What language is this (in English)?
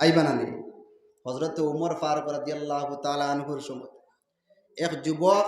Sylheti